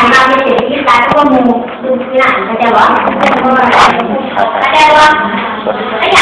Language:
Lao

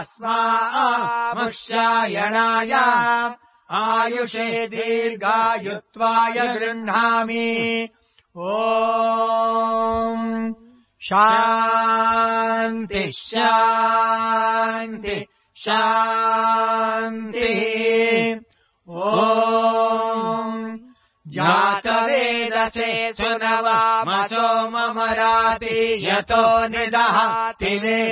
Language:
Sanskrit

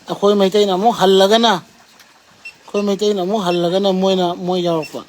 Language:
Manipuri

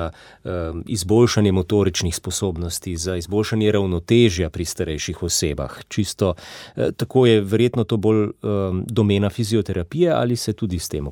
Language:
Slovenian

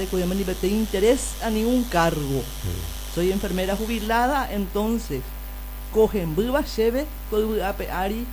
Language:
Guarani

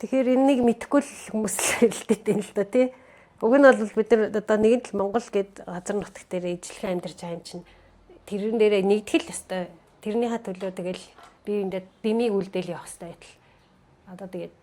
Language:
Mongolian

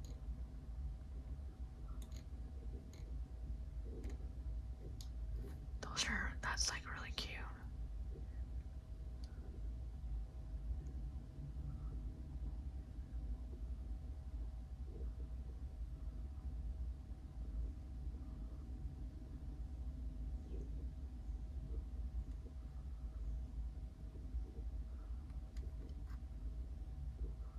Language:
English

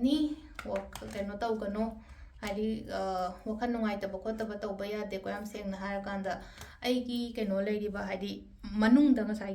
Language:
Manipuri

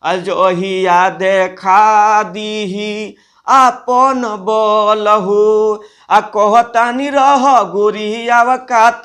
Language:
Bhojpuri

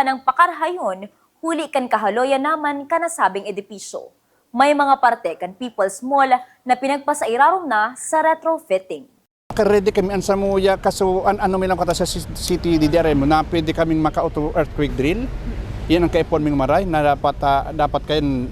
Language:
Bikol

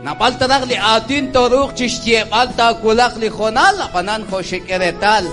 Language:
Kekchí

